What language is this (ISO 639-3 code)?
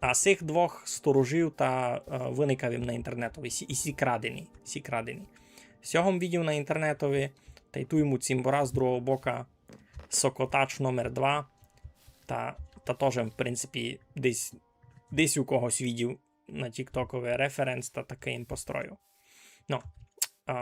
rue